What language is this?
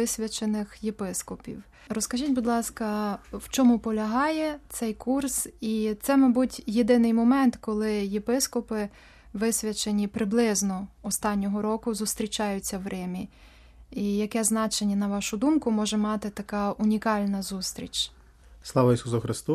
Ukrainian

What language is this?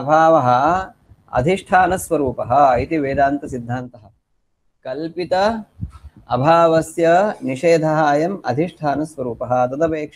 Sanskrit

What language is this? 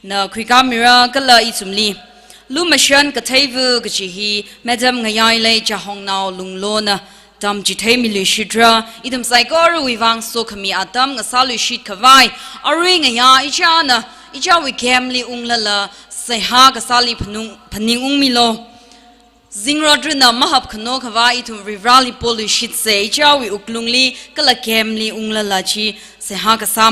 Tangkhul Naga (India)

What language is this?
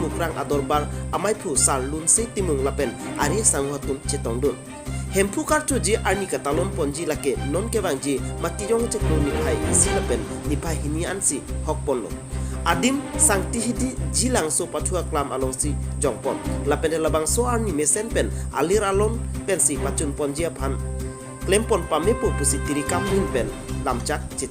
Karbi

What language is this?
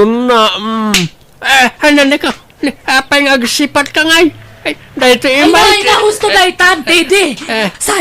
Iloko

